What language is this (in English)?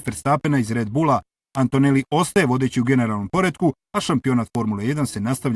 Bosnian